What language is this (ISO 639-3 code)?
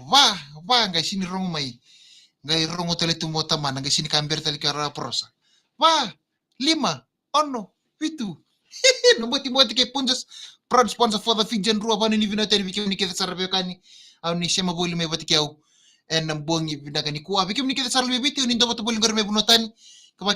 fij